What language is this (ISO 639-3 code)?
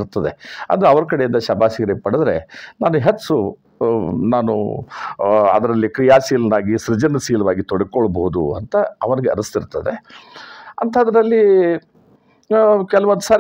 kan